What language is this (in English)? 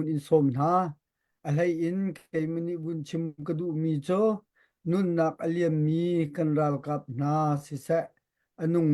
Hakha Chin